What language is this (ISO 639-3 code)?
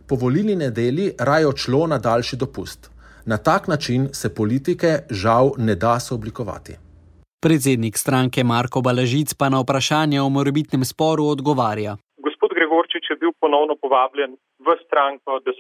slv